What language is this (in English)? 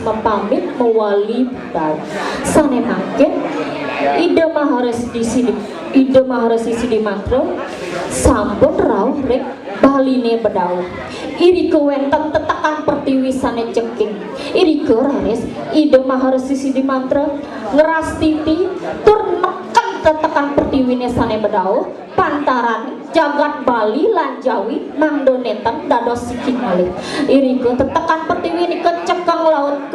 Balinese